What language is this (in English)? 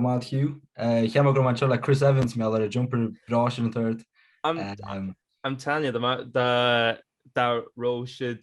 Irish